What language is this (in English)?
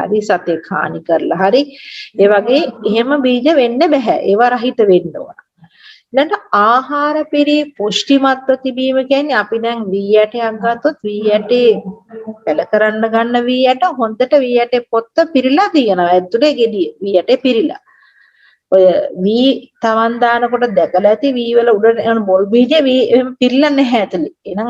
Sinhala